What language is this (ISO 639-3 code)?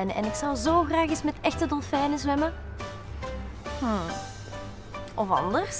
nld